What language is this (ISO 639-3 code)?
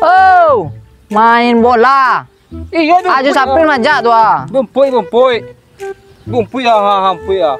min